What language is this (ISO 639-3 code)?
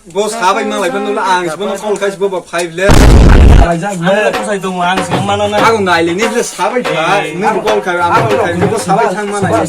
trp